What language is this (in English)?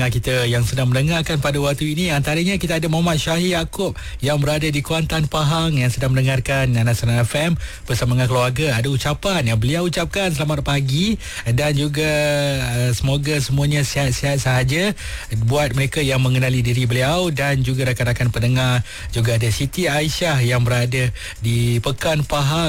Malay